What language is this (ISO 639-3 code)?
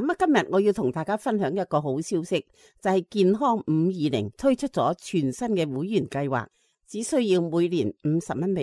yue